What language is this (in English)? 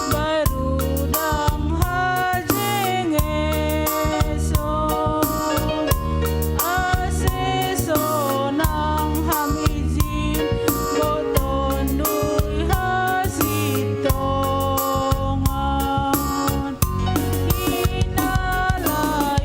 Batak Simalungun